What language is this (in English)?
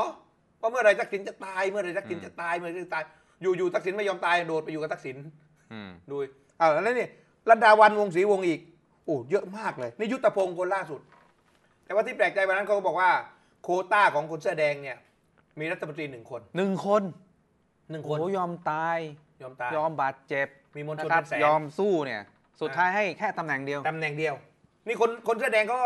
Thai